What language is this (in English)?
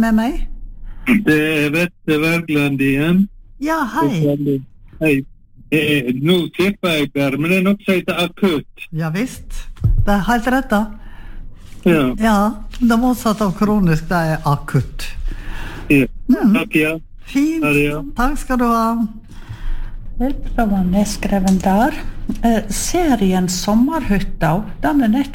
Norwegian